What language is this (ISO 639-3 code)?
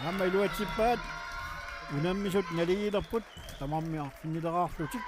kal